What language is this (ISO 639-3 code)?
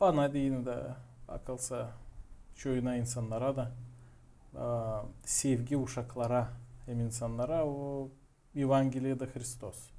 gag